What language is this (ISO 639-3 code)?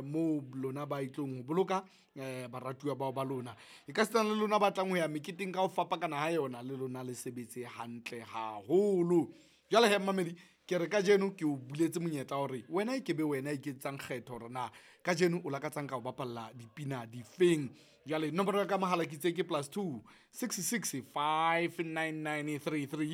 sot